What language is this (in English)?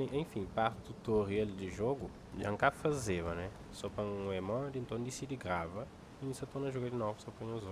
Kabuverdianu